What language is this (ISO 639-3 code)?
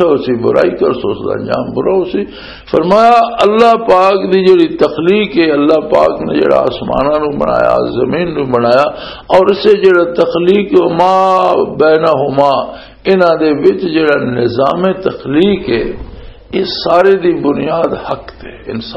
lah